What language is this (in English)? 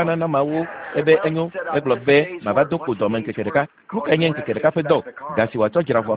Ewe